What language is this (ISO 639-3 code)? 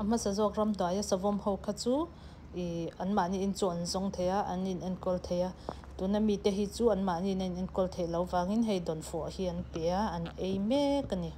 lus